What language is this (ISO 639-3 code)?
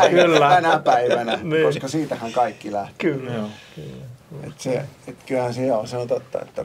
fin